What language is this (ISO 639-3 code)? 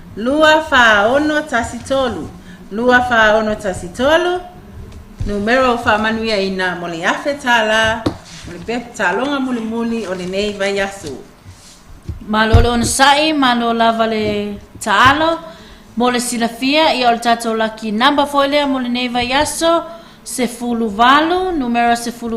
smo